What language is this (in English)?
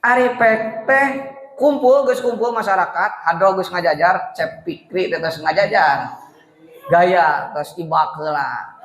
Sundanese